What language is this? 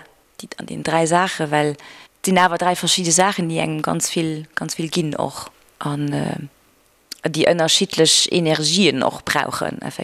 Luxembourgish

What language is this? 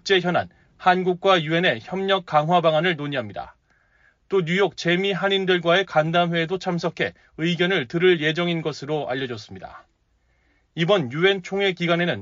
Korean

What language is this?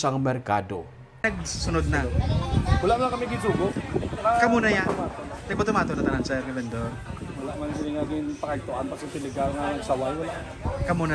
Hiligaynon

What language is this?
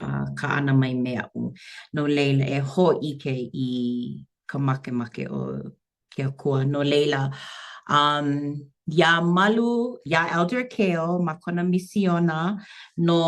Hawaiian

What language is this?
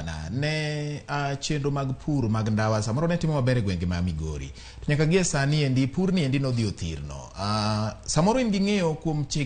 Luo (Kenya and Tanzania)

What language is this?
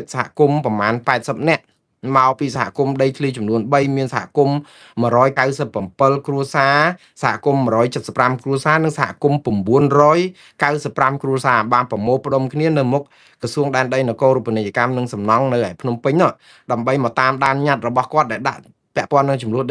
Khmer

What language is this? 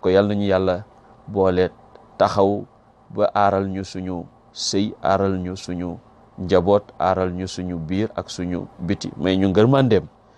Wolof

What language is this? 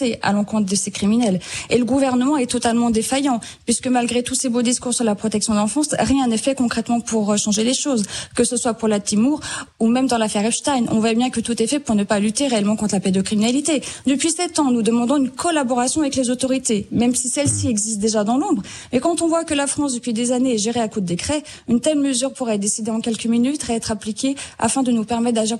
French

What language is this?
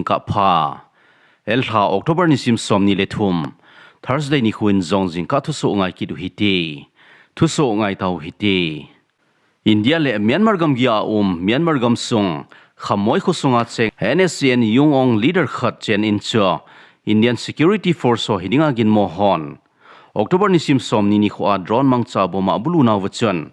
Thado Chin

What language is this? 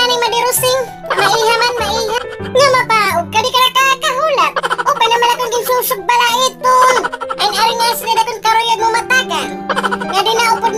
Waray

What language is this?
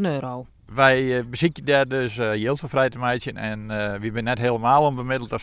Western Frisian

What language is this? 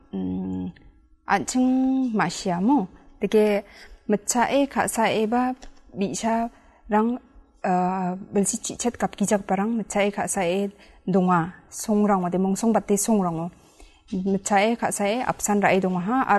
Garo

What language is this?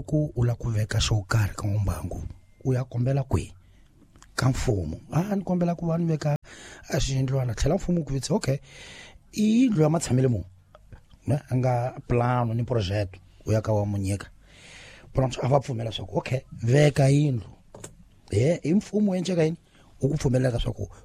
Tsonga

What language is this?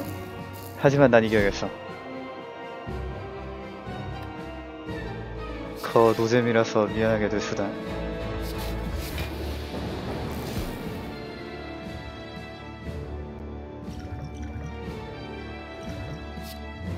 Korean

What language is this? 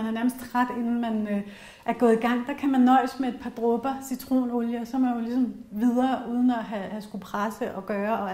Danish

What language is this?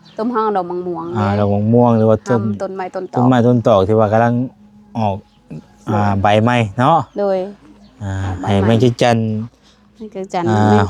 Lao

